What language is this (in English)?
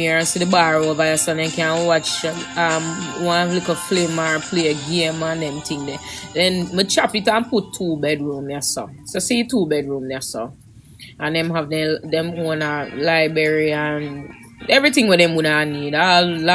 Jamaican Creole English